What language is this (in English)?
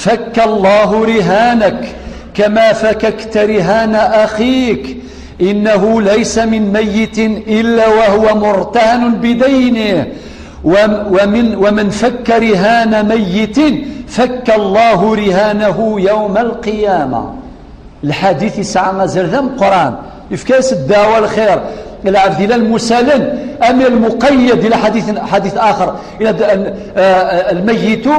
Kabyle